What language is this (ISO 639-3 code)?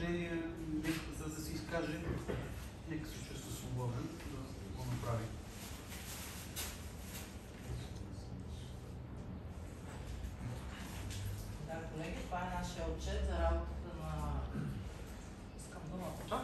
bul